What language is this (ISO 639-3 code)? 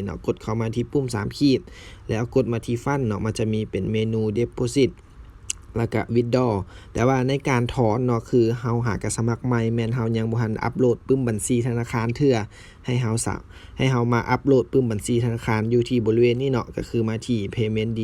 lao